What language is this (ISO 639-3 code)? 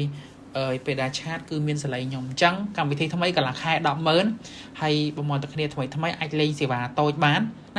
khm